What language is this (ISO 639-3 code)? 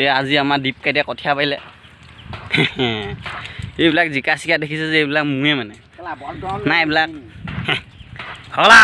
asm